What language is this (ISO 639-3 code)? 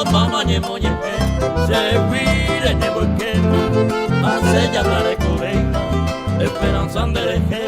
grn